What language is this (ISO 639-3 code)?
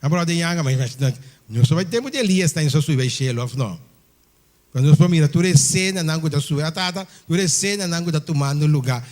pap